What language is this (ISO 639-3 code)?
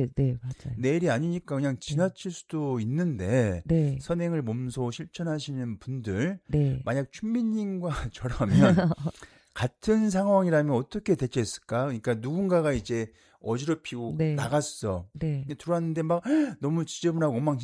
kor